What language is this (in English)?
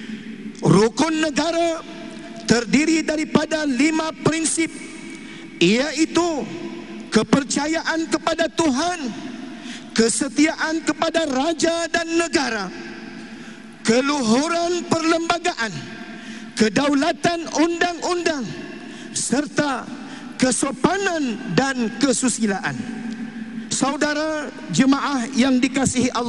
Malay